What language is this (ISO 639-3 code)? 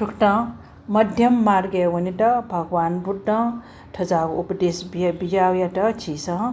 new